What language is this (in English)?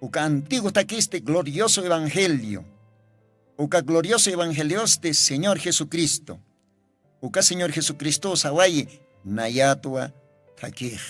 Aymara